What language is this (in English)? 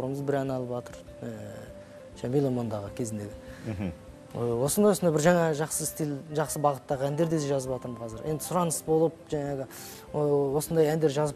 Kazakh